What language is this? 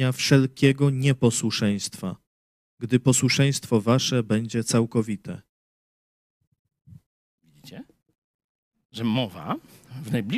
Polish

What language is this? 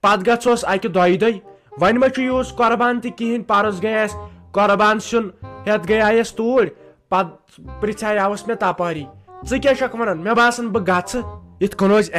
Kashmiri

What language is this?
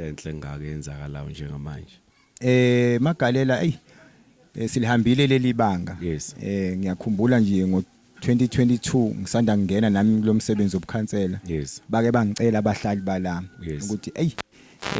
Zulu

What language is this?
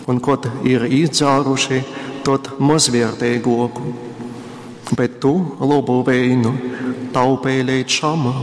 Latgalian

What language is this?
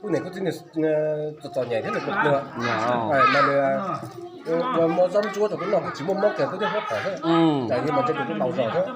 Hmong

